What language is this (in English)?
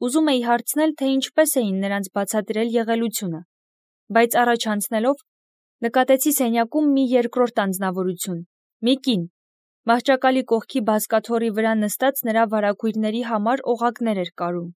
Armenian